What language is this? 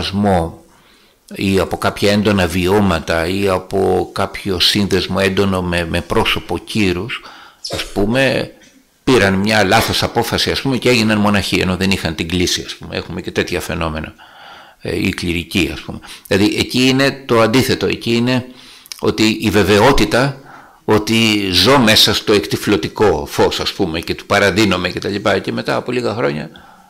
Greek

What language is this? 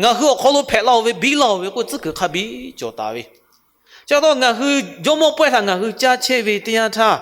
Lahu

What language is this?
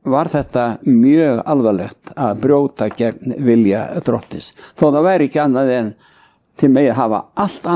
Icelandic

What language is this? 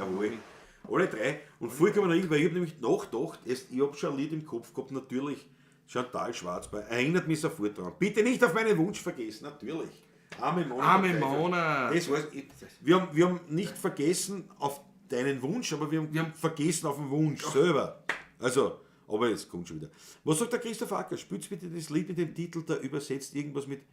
Bavarian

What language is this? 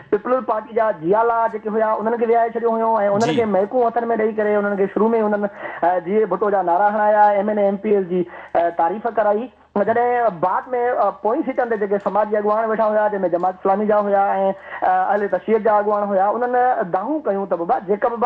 Sindhi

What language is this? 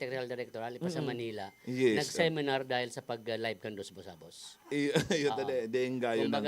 Bikol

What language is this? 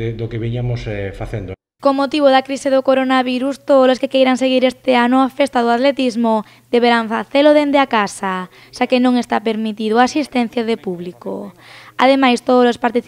Galician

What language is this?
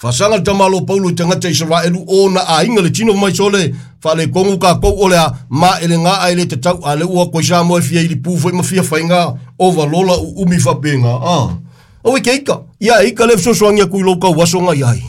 Samoan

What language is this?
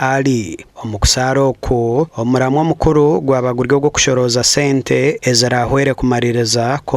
Nyankole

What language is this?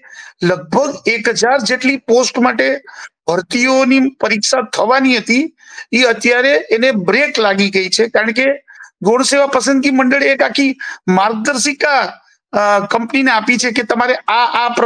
Gujarati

